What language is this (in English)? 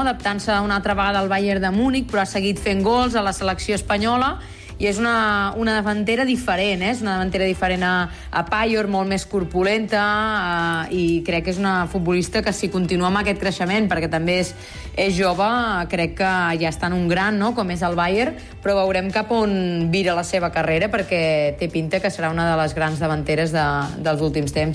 Catalan